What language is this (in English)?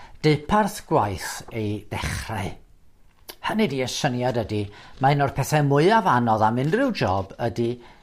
Welsh